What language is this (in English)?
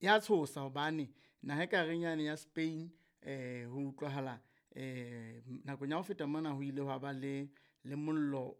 Southern Sotho